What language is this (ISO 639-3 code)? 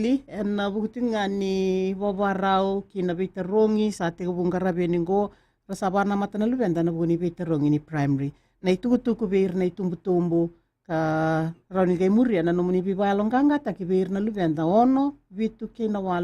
fij